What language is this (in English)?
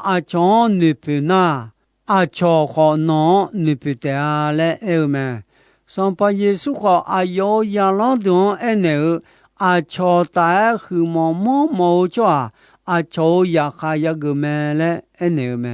Akha